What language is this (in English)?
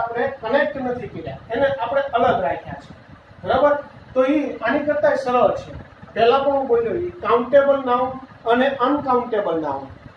Gujarati